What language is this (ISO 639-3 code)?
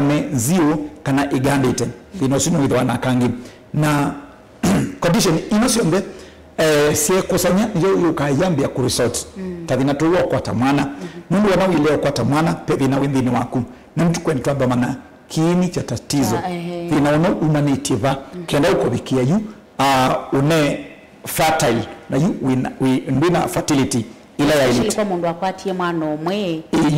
kam